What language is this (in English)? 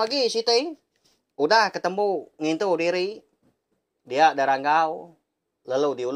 Iban